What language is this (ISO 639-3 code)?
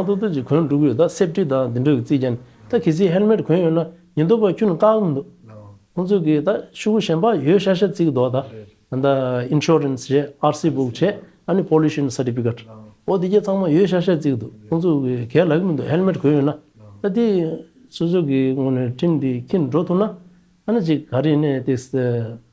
bod